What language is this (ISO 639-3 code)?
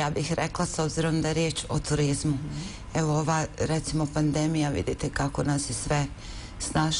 bos